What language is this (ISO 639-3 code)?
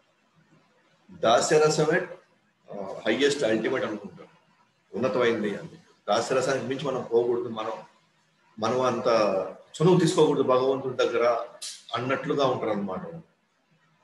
tel